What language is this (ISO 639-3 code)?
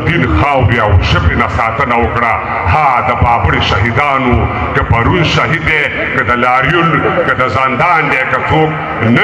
pus